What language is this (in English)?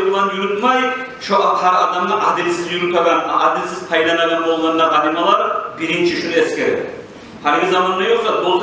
Kumyk